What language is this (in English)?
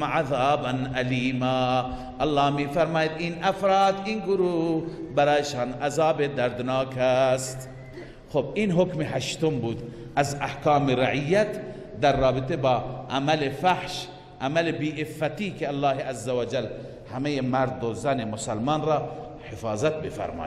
Persian